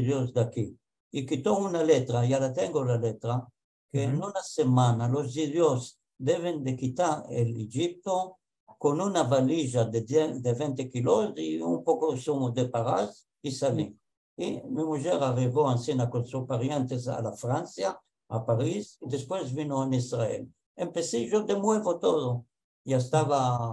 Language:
Ladino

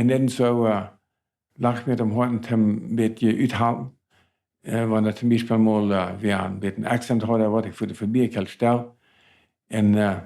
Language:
Plautdietsch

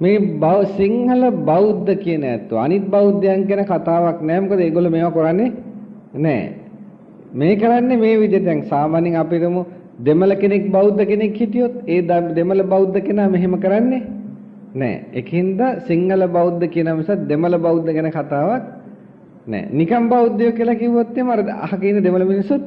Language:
Sinhala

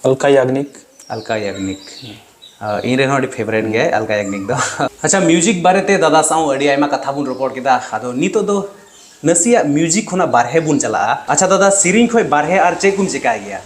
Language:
Santali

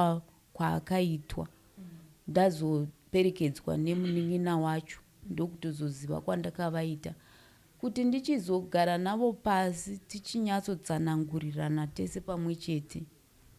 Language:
Shona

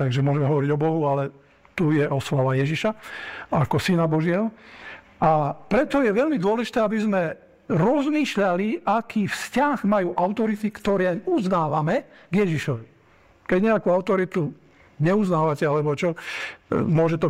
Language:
Slovak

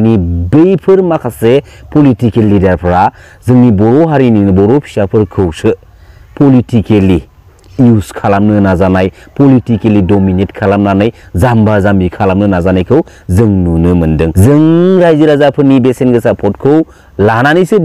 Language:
Bodo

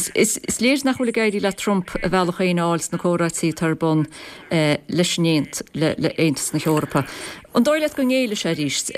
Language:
Irish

